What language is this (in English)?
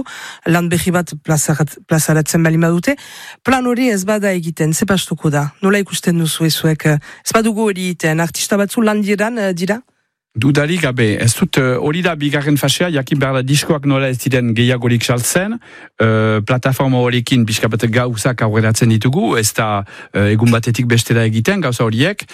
Basque